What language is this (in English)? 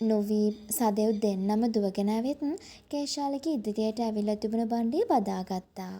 Sinhala